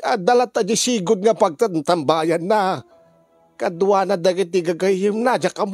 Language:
Iloko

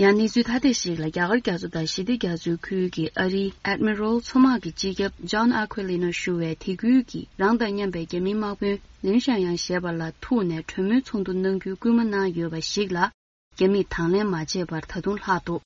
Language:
Tibetan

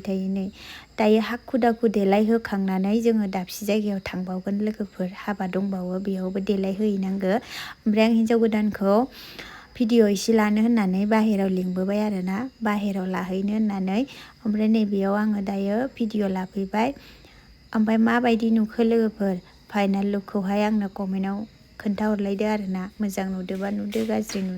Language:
Bodo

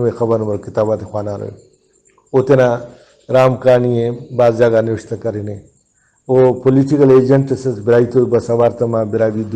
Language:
Brahui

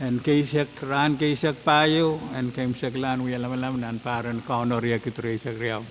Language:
Pohnpeian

